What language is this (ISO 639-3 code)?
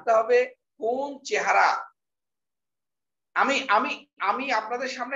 ben